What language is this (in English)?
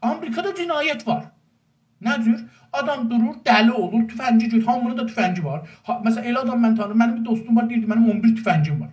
South Azerbaijani